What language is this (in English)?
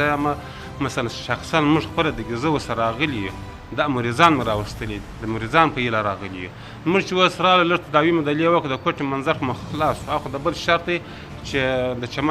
Pashto